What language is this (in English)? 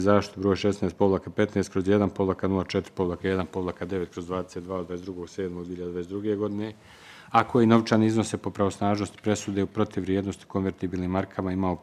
Bosnian